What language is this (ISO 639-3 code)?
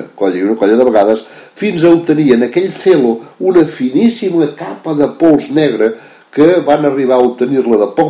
cat